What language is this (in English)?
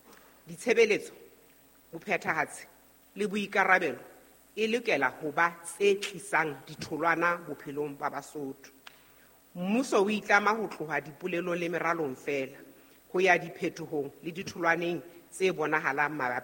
Southern Sotho